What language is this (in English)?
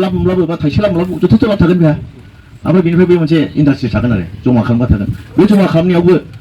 Bodo